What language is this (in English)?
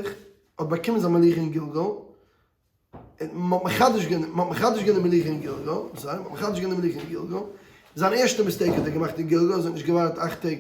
Yiddish